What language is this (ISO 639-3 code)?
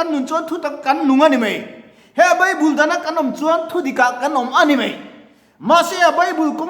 lus